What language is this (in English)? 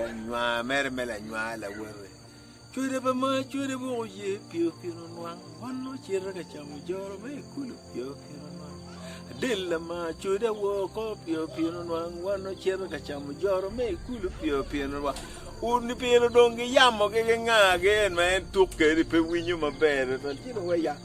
Acoli